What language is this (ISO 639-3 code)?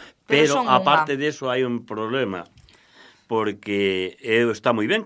glg